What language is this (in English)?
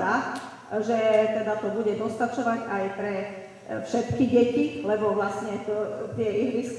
Slovak